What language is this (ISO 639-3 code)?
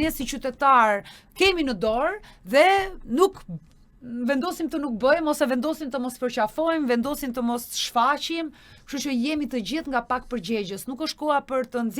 sqi